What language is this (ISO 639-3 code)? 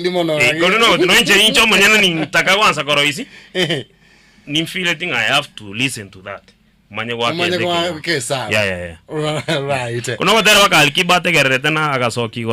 guz